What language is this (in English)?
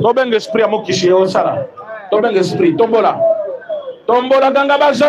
Lingala